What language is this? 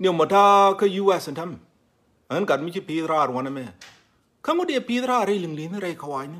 Nuer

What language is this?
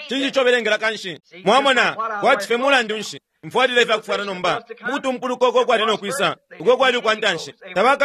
Bemba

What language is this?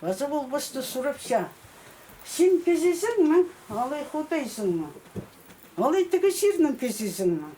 Khakas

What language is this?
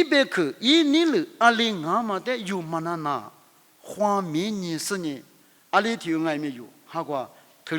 Lisu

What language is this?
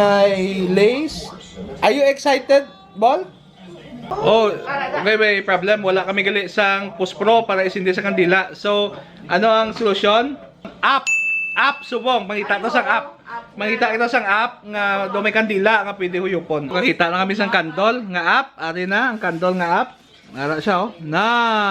Hiligaynon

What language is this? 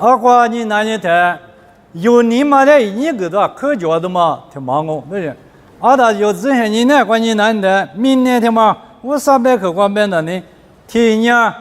Lisu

